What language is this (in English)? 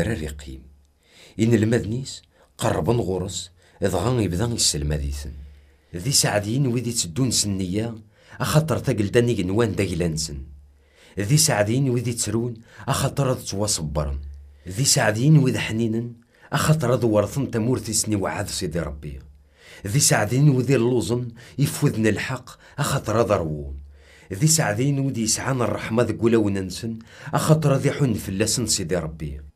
Kabyle